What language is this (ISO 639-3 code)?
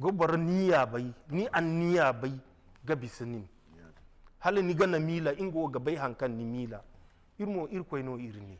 dje